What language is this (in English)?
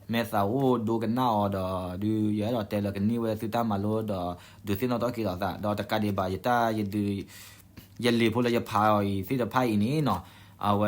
S'gaw Karen